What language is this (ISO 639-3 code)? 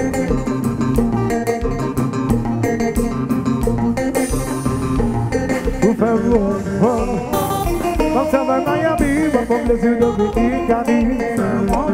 hat